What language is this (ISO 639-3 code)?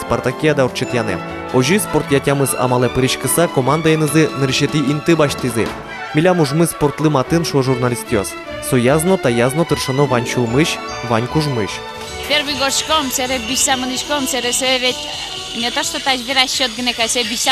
udm